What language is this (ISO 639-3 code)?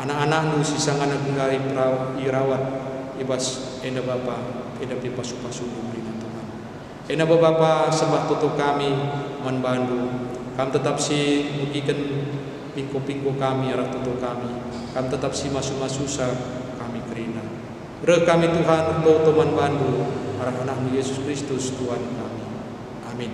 btx